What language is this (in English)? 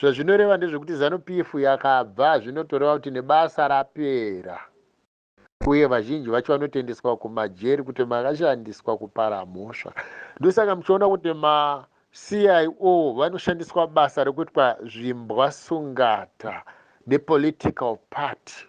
Shona